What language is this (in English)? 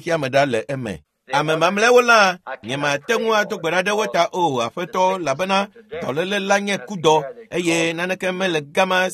Ewe